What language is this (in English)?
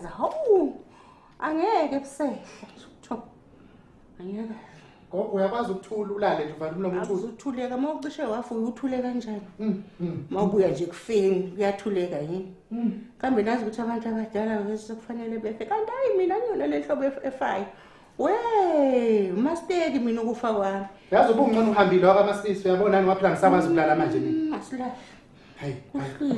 Zulu